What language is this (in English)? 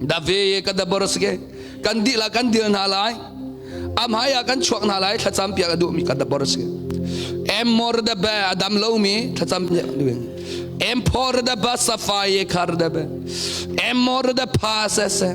Hakha Chin